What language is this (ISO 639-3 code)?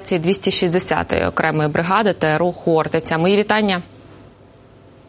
ukr